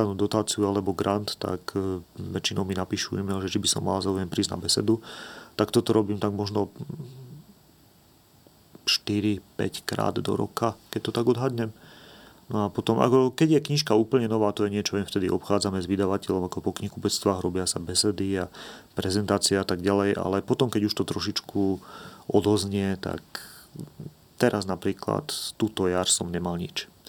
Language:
Slovak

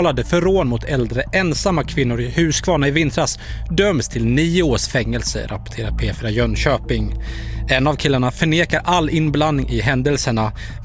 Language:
Swedish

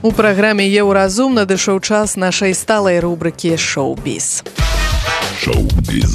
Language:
Belarusian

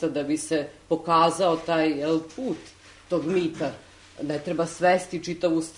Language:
Serbian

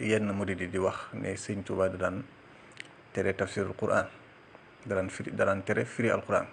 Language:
Wolof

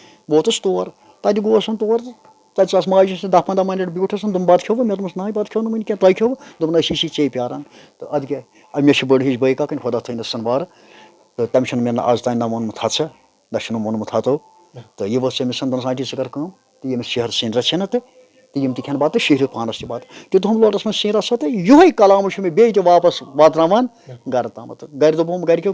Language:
Kashmiri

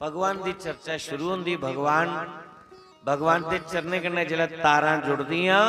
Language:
Dogri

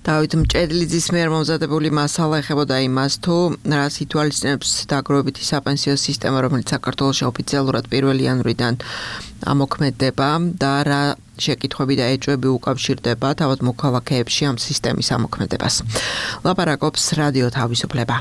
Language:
Georgian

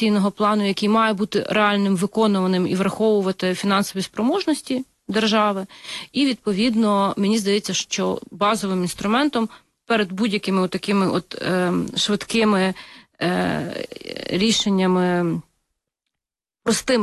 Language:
Ukrainian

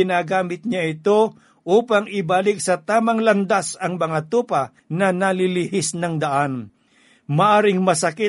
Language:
Filipino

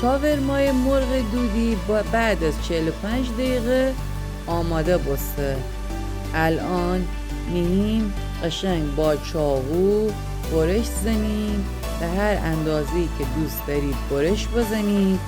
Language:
Gilaki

